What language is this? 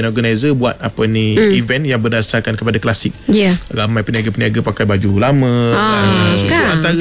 Malay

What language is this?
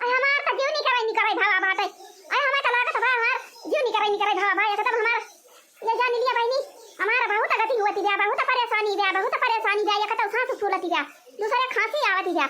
Awadhi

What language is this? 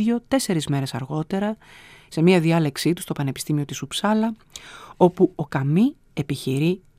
Greek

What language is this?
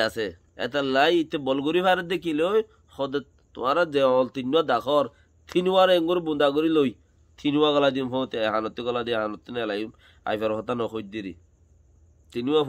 Rohingya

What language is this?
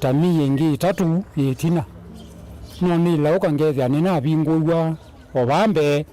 Kamba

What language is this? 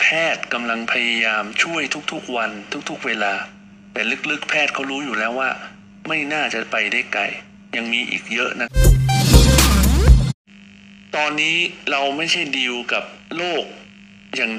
Thai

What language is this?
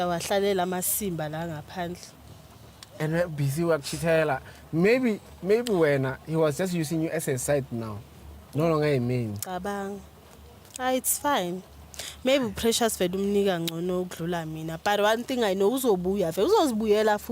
Zulu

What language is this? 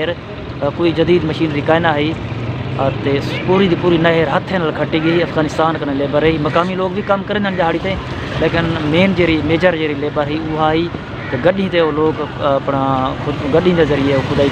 Saraiki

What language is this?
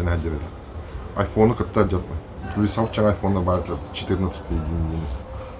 Yakut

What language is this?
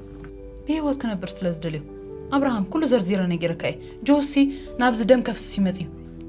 Tigrinya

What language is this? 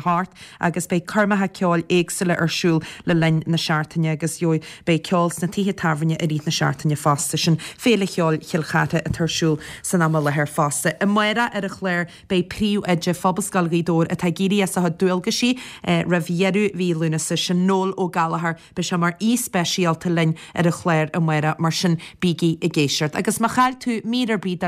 Irish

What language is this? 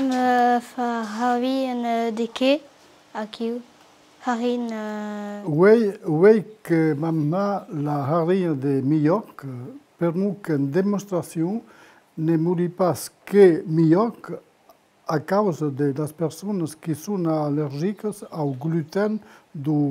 Occitan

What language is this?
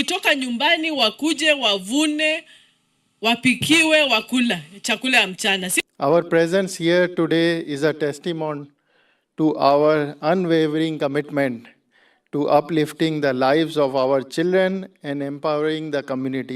Meru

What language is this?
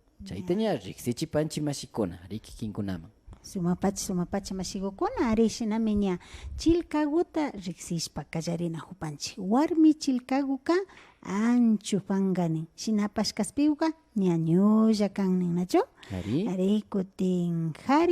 Imbabura Highland Quichua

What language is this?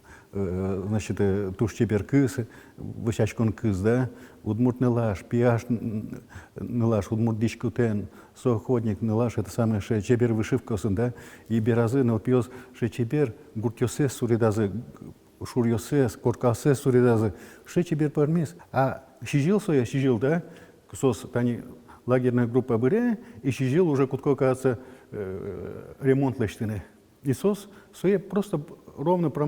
Udmurt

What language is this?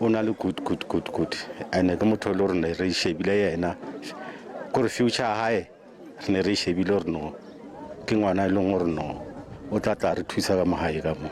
Venda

